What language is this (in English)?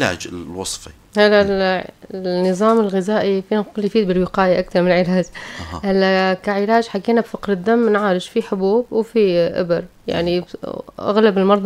North Levantine Arabic